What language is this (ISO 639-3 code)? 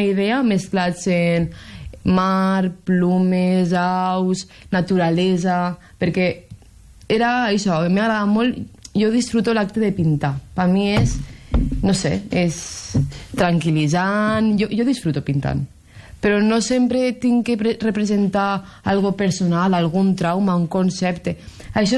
cat